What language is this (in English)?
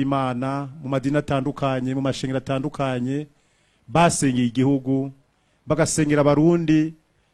Rundi